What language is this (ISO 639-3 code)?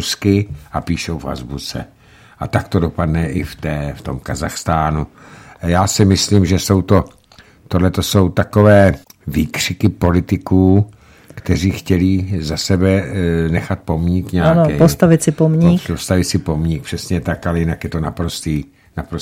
ces